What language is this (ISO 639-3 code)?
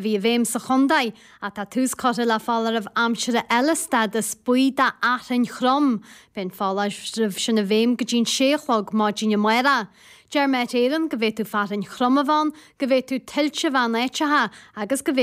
gle